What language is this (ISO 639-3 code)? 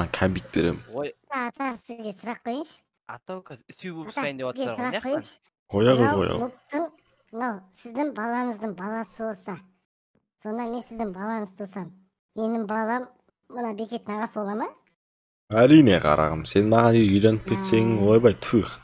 kaz